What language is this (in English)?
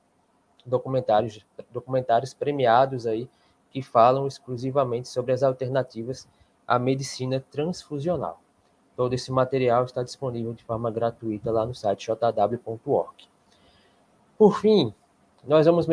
Portuguese